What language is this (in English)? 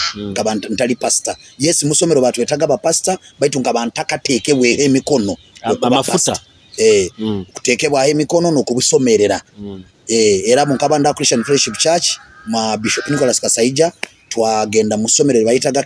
Nyoro